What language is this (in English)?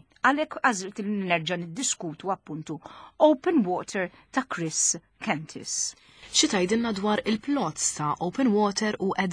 Maltese